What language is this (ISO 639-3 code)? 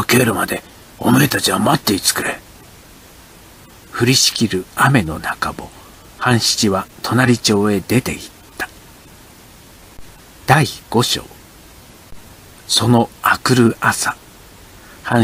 jpn